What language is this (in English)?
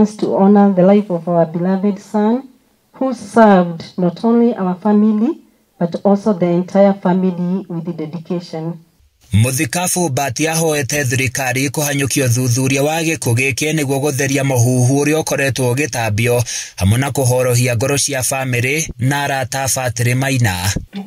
Kikuyu